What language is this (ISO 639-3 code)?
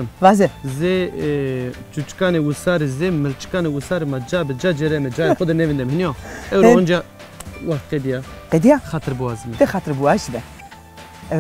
zza